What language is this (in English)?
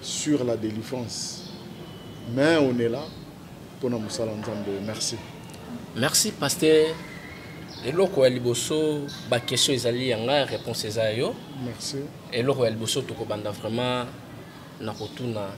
Lingala